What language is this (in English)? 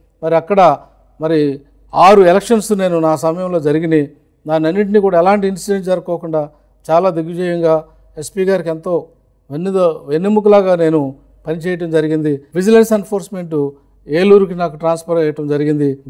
Telugu